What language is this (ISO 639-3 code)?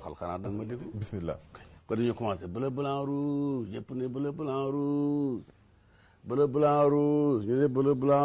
wol